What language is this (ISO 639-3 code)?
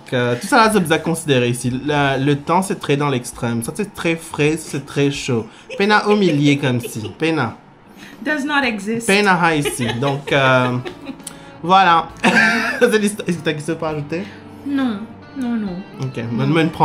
mfe